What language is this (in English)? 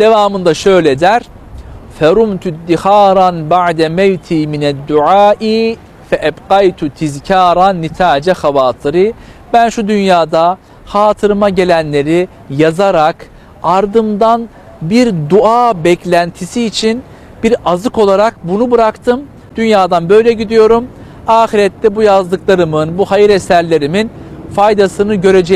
Turkish